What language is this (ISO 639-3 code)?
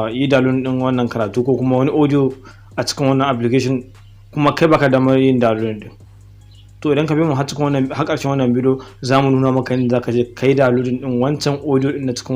hau